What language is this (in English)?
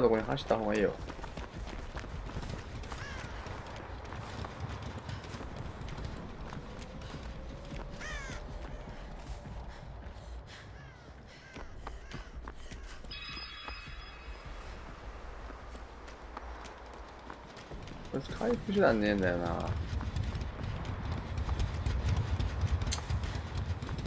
Japanese